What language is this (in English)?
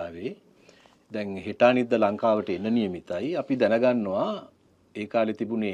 Sinhala